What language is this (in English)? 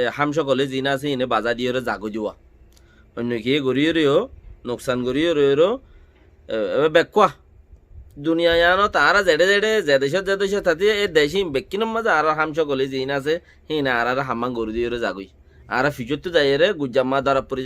Rohingya